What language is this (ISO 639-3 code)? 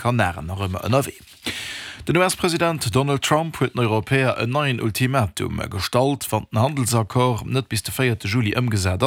ltz